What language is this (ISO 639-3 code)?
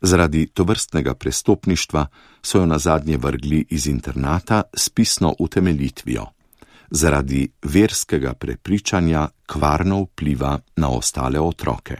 slv